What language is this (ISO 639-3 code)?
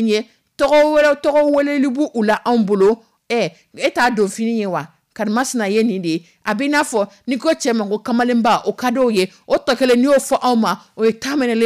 dyu